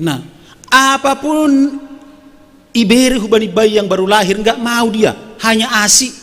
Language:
Batak Simalungun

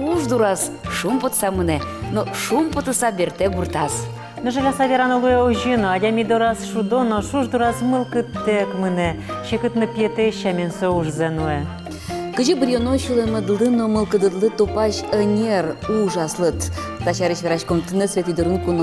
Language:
Udmurt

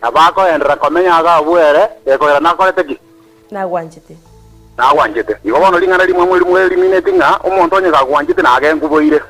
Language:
Gusii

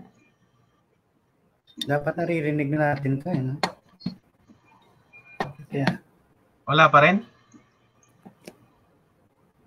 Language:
Filipino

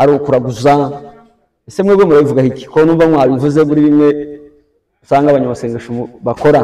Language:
Kinyarwanda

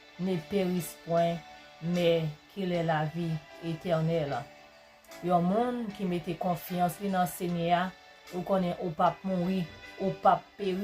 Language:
Haitian Creole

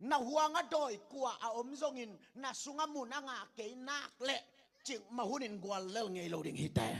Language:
Tedim Chin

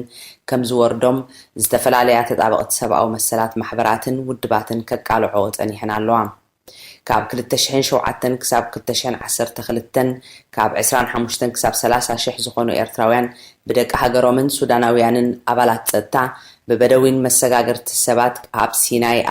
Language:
Tigrinya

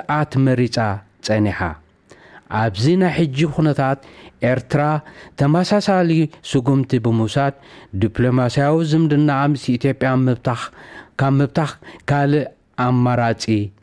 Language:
Tigrinya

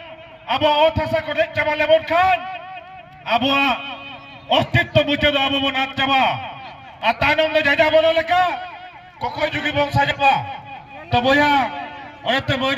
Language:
Santali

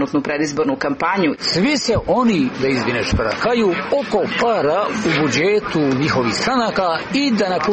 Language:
Serbian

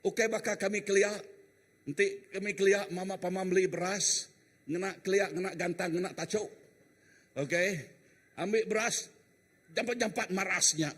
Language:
Iban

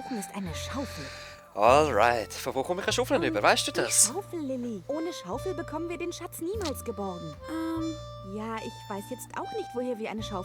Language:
Swiss German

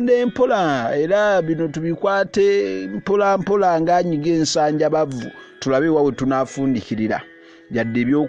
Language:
Ganda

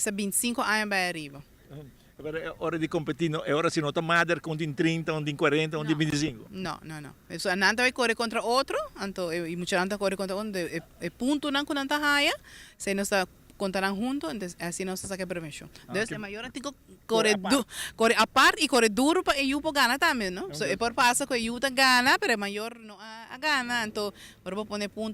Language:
Papiamento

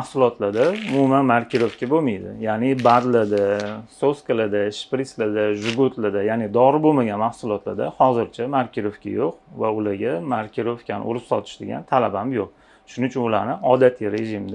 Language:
Uzbek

